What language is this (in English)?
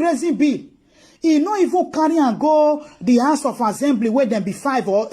Nigerian Pidgin